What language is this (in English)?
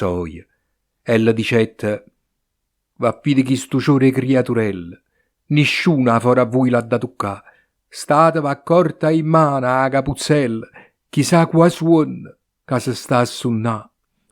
Neapolitan